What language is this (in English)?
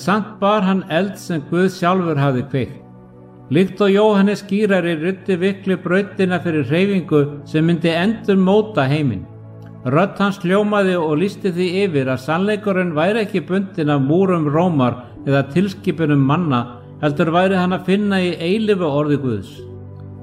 Icelandic